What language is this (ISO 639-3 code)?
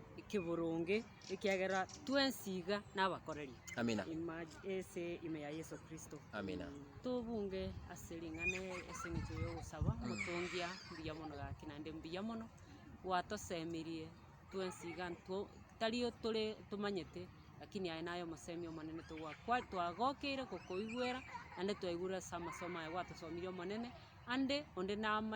guz